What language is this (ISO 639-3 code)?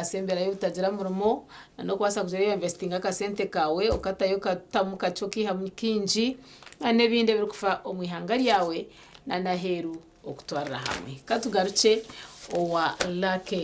nyn